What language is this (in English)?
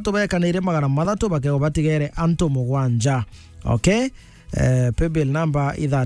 Meru